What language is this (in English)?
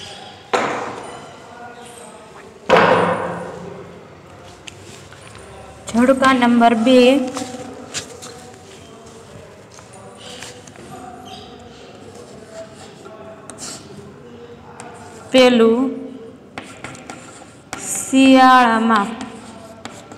Gujarati